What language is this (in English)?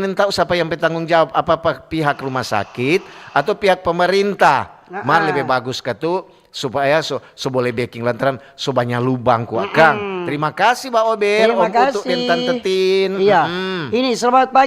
Manado Malay